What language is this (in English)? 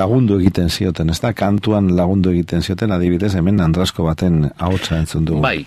Basque